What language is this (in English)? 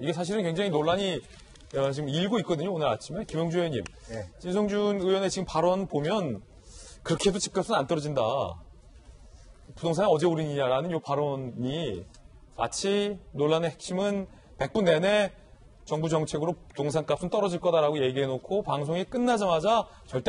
Korean